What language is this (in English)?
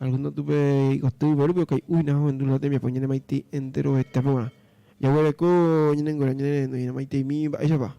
Guarani